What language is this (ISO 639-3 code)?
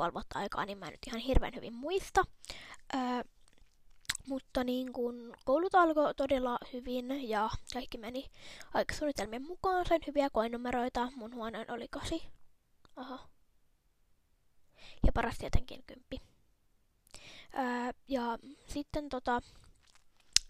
fin